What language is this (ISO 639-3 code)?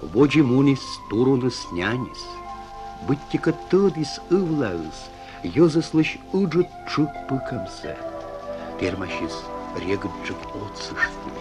kom